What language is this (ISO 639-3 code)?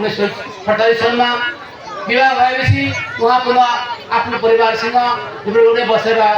nep